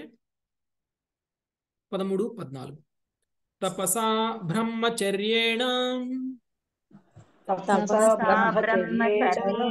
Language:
Telugu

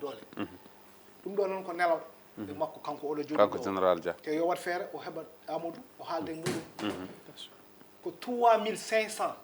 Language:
Fula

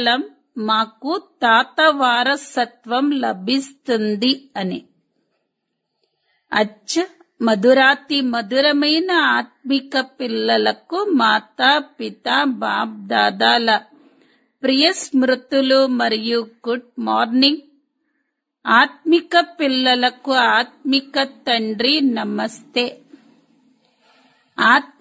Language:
Telugu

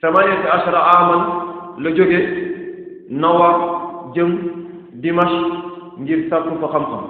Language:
Wolof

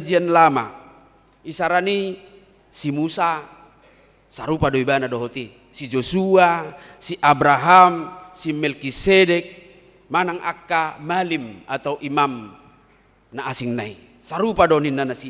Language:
Batak Toba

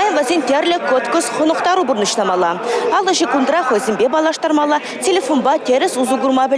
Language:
Chuvash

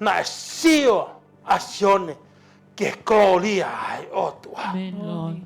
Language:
Tongan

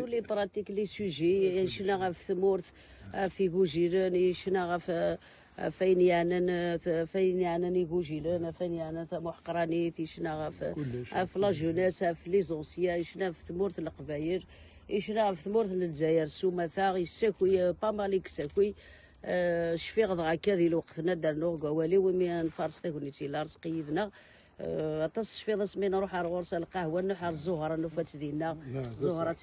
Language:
Kabyle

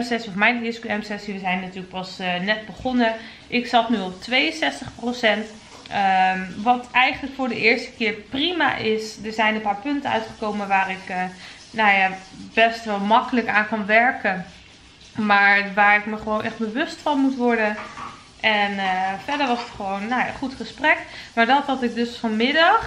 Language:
Dutch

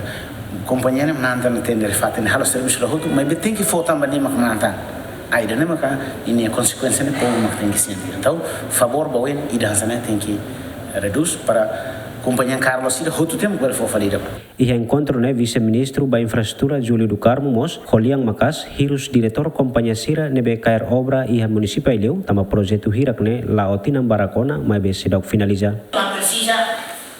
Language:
Tetum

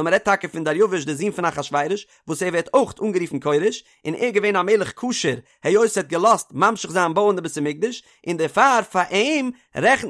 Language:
Yiddish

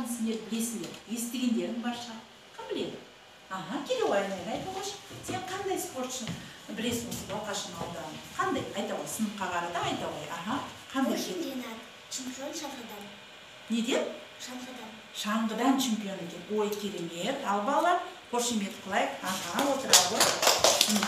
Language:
Kazakh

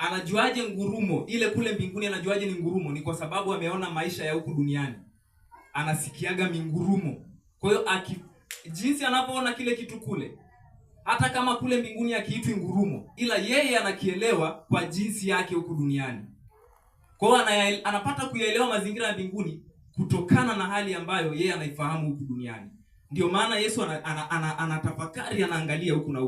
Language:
Swahili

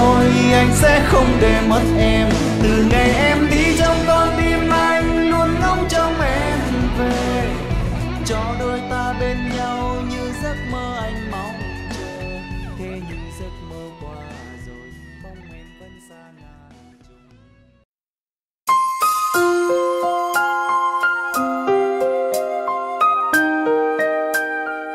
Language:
Vietnamese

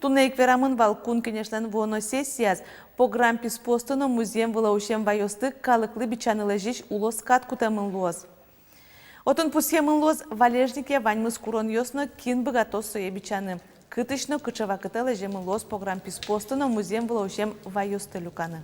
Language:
Udmurt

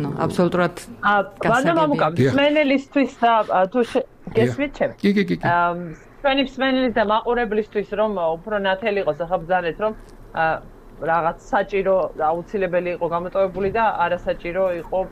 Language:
Georgian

